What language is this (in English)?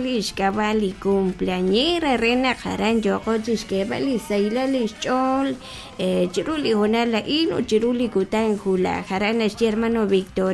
Kekchí